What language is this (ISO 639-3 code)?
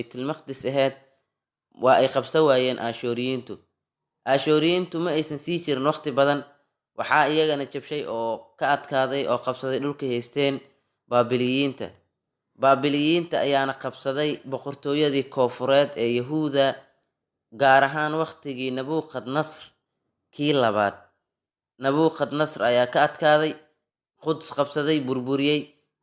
som